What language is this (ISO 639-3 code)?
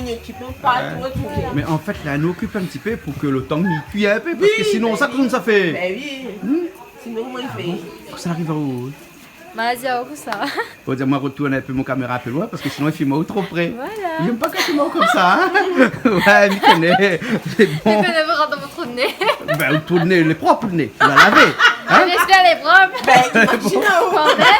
rcf